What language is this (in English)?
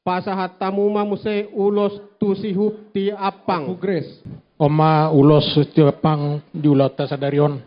Batak Toba